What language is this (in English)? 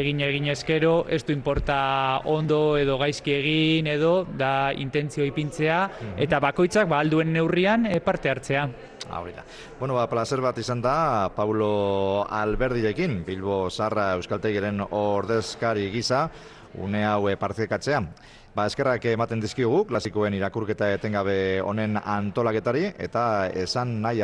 Basque